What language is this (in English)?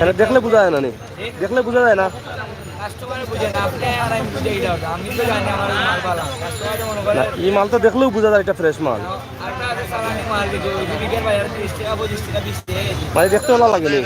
Sylheti